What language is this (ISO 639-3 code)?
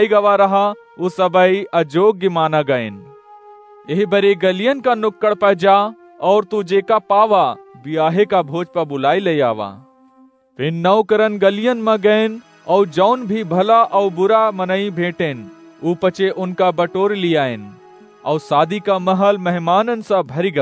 awa